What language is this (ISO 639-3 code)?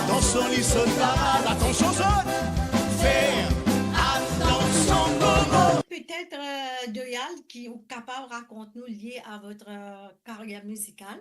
mfe